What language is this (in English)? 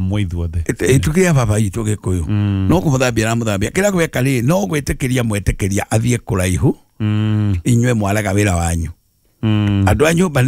Kikuyu